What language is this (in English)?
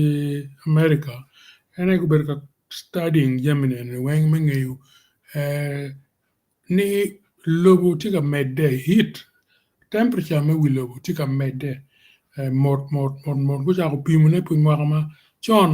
Acoli